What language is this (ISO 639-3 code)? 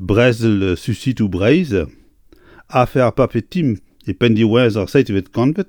bre